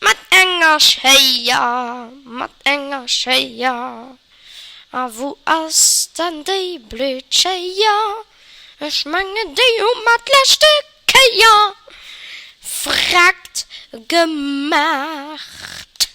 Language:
Luxembourgish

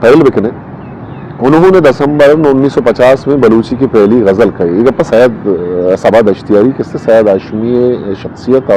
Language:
Eastern Balochi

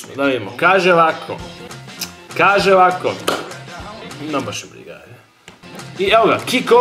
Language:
Croatian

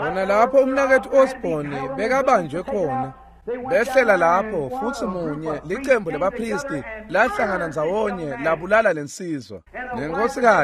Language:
Swati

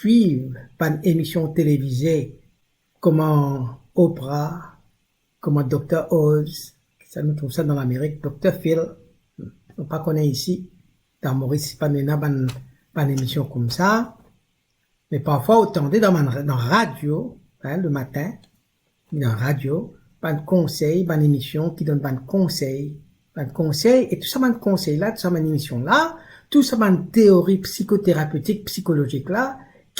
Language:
Morisyen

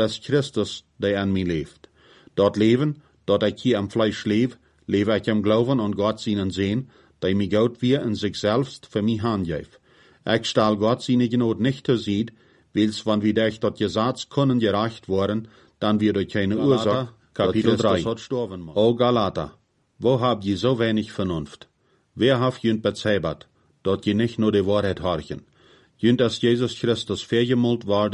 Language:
Plautdietsch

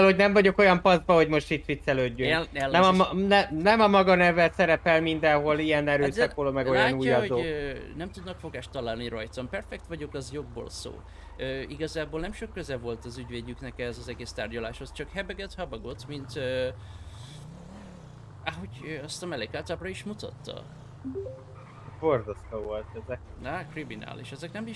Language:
Hungarian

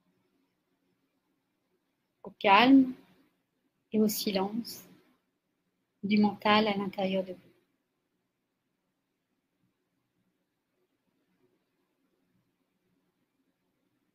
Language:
French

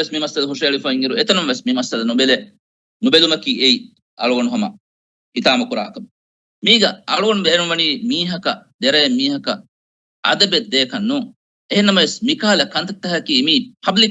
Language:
Divehi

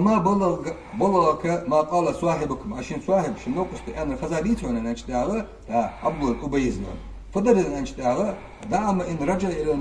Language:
Ingush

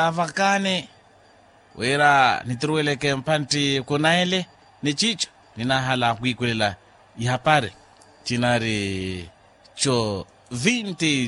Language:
Makhuwa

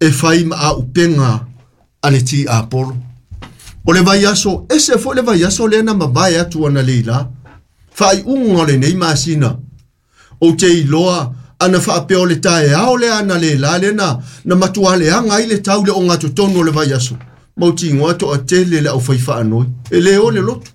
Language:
Samoan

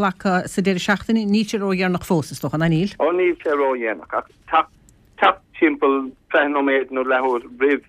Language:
Irish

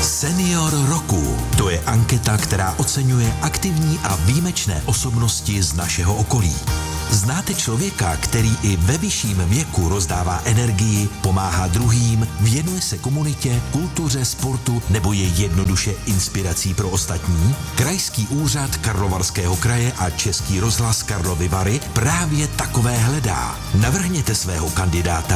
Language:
Czech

